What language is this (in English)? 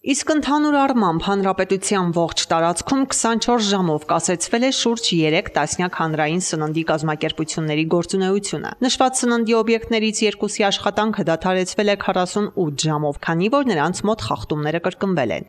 Armenian